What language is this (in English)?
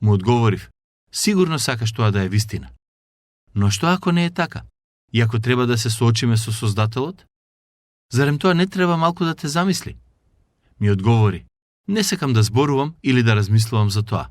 Macedonian